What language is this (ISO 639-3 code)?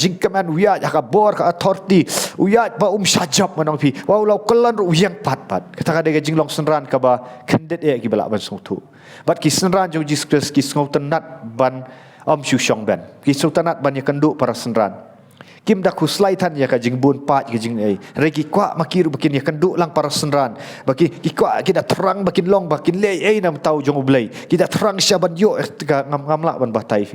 kha